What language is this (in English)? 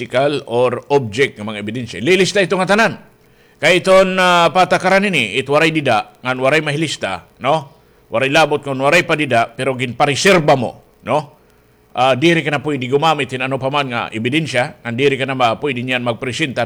Waray